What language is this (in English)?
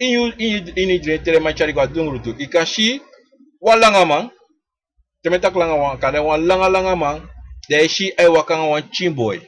Sranan Tongo